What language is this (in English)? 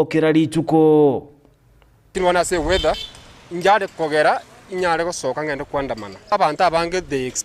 Gusii